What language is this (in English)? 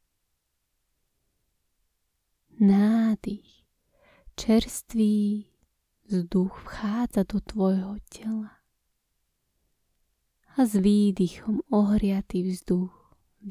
Slovak